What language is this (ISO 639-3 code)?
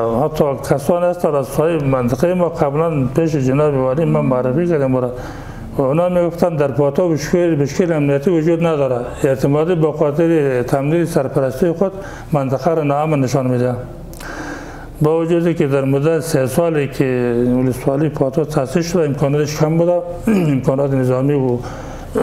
fas